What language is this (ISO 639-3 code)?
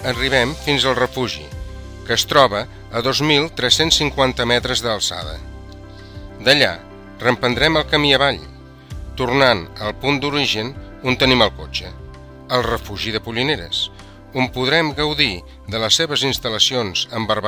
cat